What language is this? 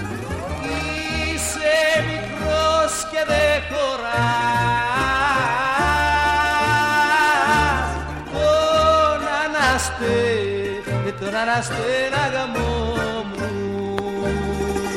Greek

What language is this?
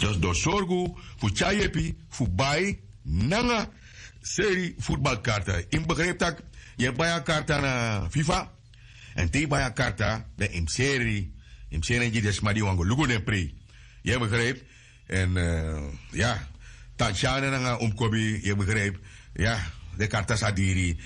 Sranan Tongo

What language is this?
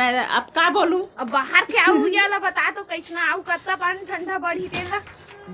Chhattisgarhi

